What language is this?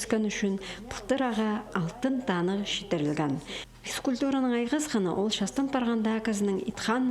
Khakas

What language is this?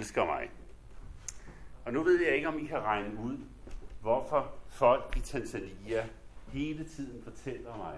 Danish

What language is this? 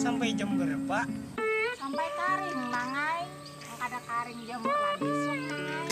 Banjar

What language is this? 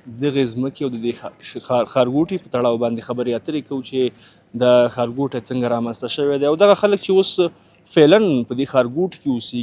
Pashto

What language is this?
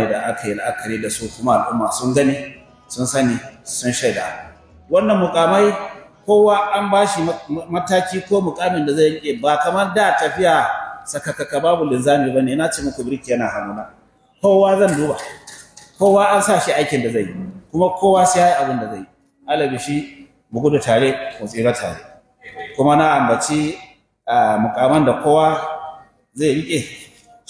Hausa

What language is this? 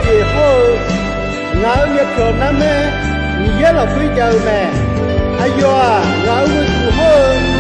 Akha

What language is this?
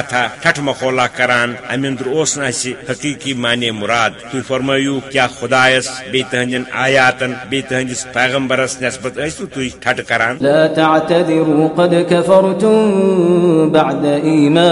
Kashmiri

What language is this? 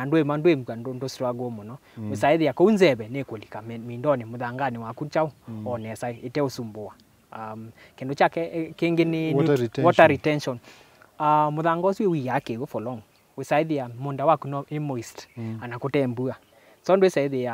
Kamba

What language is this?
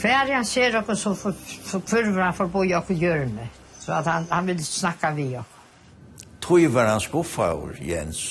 Faroese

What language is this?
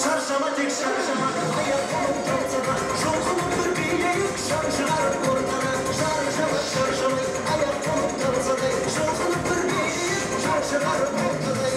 Kara-Kalpak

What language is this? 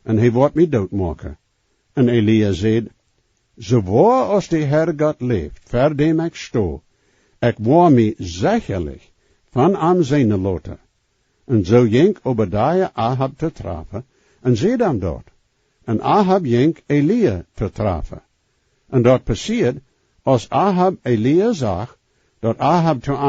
Plautdietsch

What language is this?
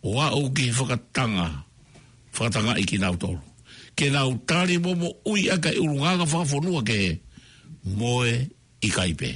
Tongan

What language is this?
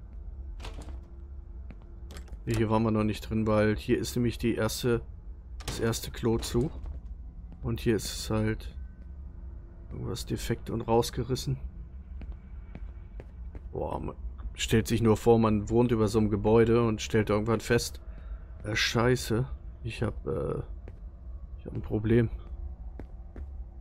German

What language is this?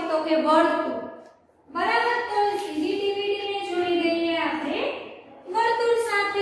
Gujarati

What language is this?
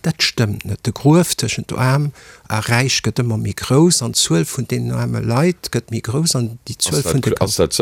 Luxembourgish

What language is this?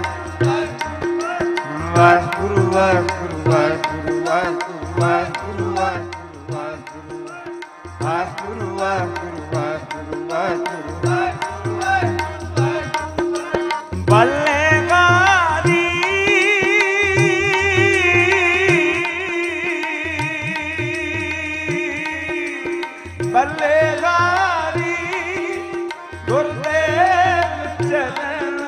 Punjabi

